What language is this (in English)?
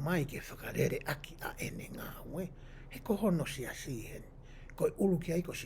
Tongan